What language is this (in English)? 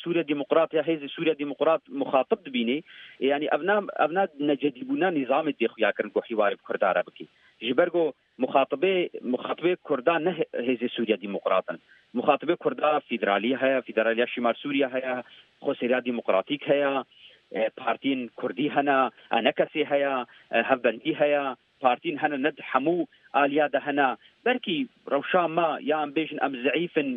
Kurdish